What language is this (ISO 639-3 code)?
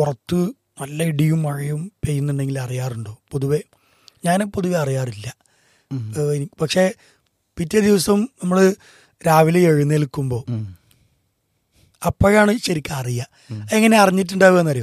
mal